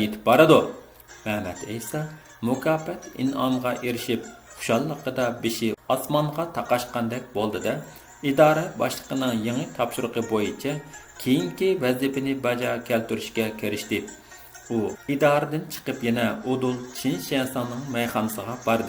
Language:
Uyghur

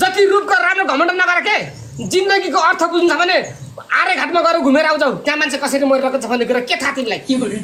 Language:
Nepali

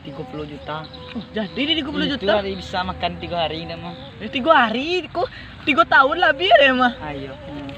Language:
Minangkabau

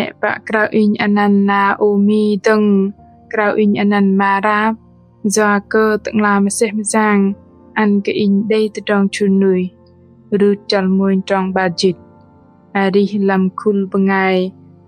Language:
Bahnar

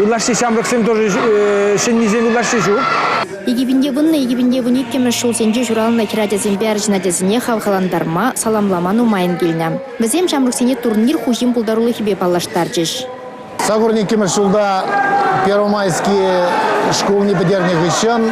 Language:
Chuvash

